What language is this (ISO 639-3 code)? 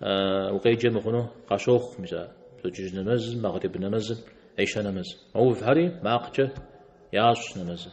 kbd